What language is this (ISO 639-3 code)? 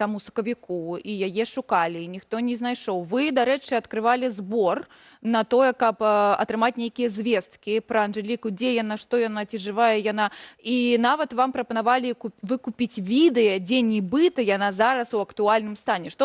bel